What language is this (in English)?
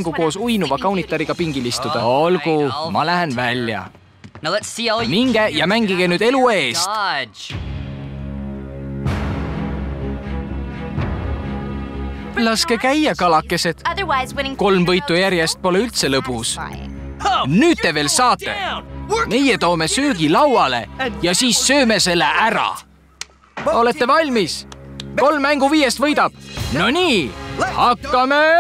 Estonian